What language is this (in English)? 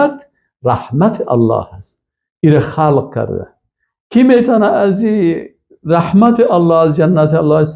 Persian